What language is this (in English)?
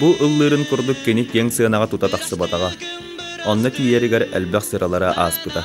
Yakut